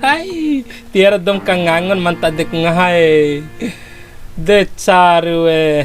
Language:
Bima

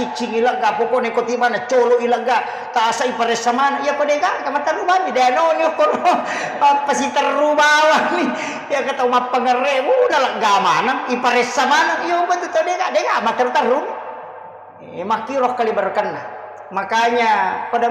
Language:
Buginese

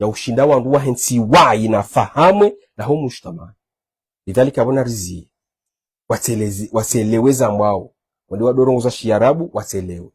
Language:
Ngazidja Comorian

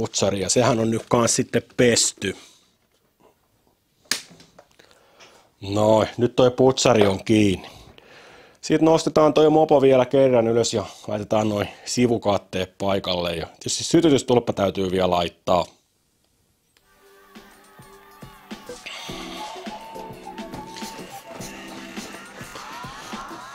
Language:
Finnish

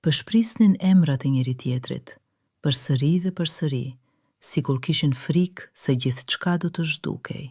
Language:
Albanian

